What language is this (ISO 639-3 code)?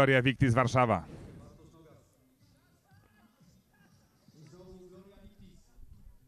pol